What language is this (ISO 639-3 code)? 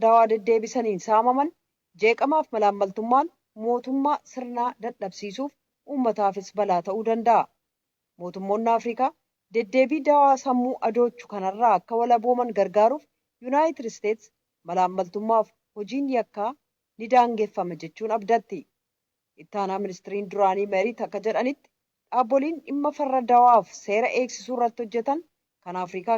orm